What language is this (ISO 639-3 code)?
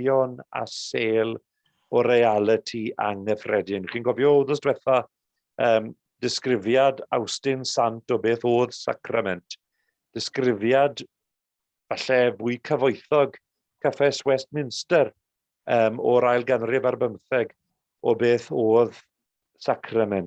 cym